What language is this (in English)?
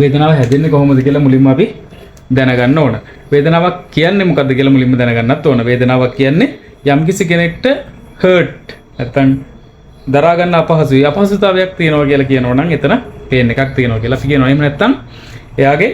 Sinhala